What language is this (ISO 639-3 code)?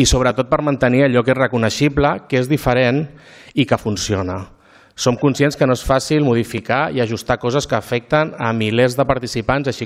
cat